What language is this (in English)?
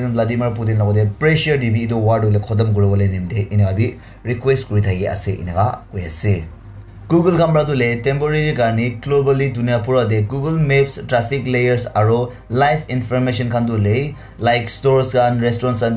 Naga Pidgin